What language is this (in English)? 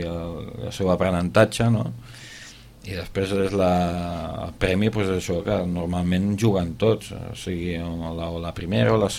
Catalan